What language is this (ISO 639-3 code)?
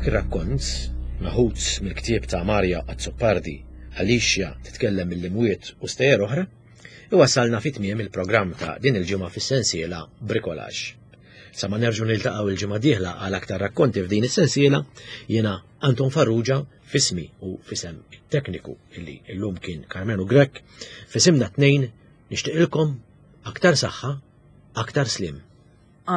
mlt